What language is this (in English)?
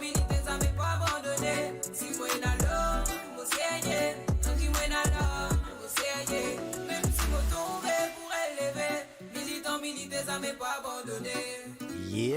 Morisyen